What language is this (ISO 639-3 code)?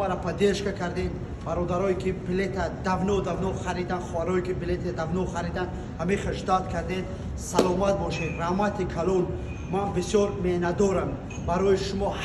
tgk